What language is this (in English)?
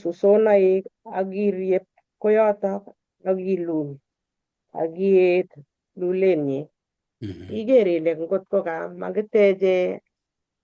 Kalenjin